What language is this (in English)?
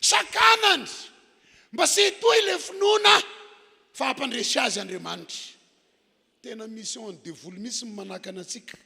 Malagasy